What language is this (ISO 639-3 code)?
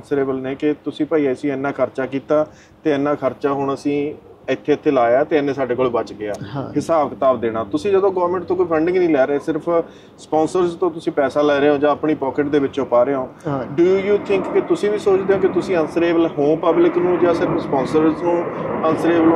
pan